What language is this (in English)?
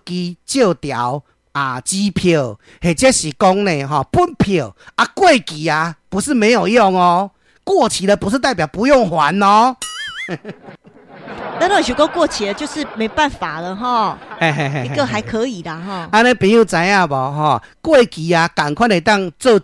Min Nan Chinese